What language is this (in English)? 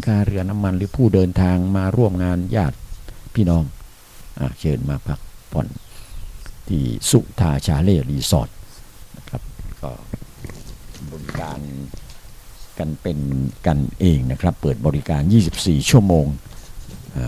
Thai